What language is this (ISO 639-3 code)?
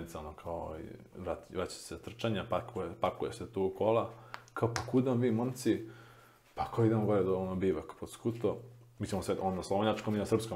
srp